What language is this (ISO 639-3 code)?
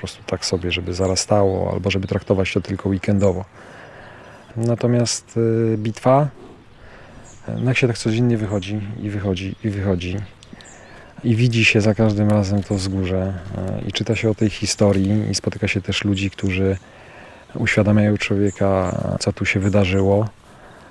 pol